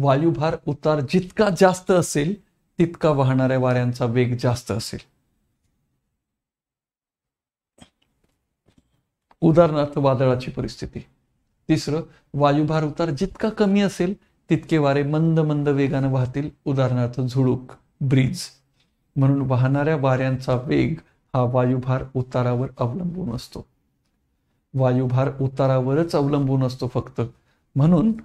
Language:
Marathi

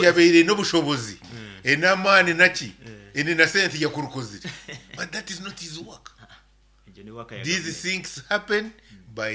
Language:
Nyoro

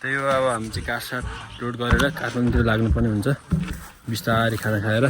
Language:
Nepali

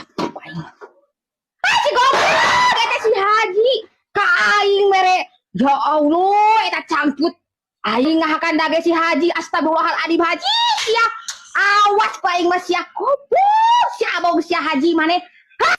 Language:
Sundanese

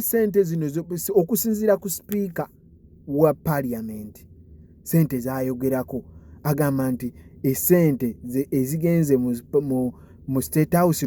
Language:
Ganda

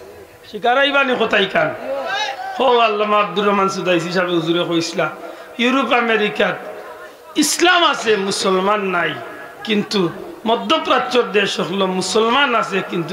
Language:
Sylheti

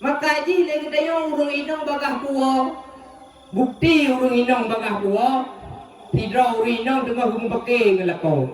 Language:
Achinese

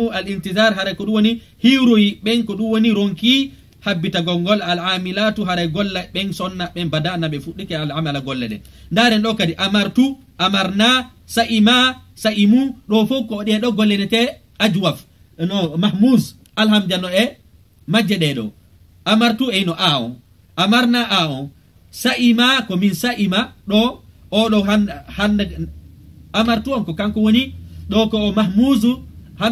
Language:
Fula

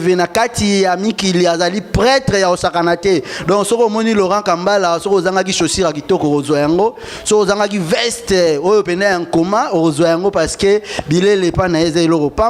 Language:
Lingala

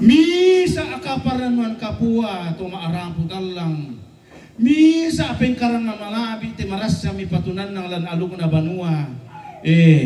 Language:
Toraja-Sa'dan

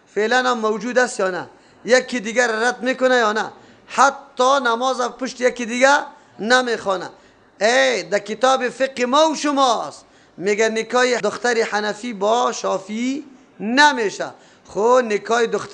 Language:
Persian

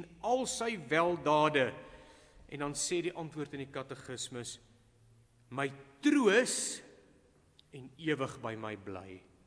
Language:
Afrikaans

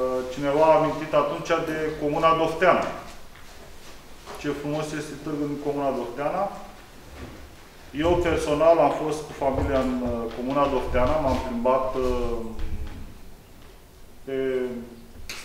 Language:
Romanian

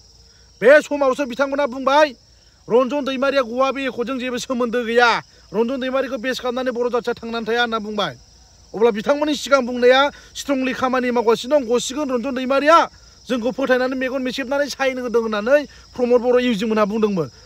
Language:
Bodo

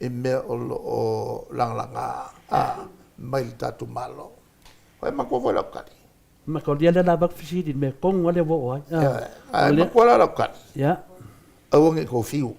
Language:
Samoan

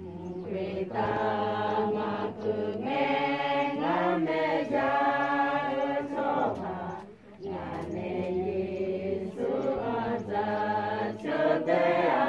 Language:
Akha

